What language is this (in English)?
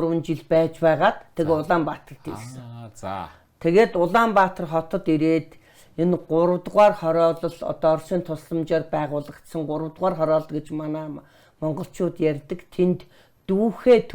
Mongolian